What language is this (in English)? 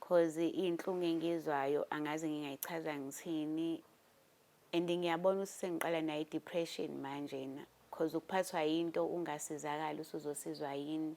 Zulu